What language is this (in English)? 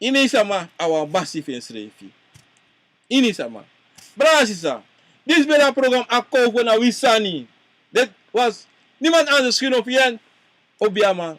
Sranan Tongo